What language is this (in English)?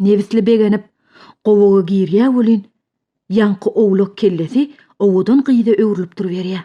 Turkmen